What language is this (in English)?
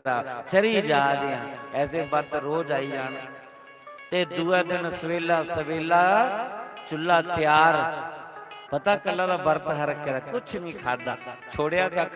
Dogri